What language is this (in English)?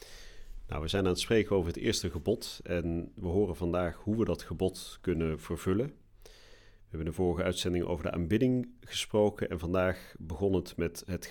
Dutch